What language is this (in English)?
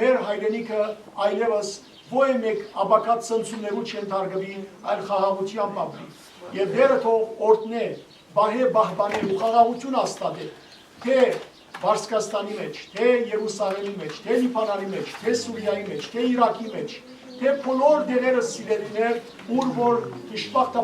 Western Armenian